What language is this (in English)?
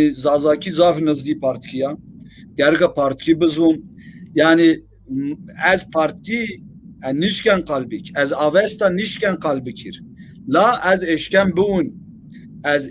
Zaza